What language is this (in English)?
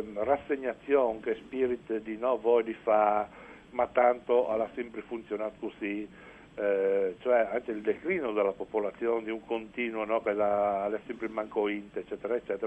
Friulian